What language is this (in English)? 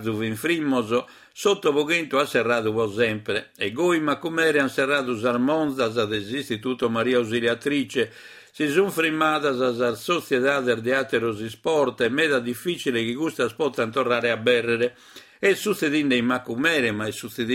Sardinian